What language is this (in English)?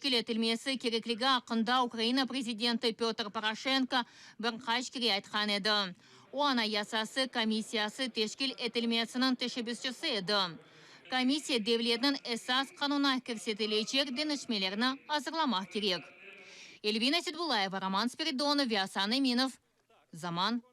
Crimean Tatar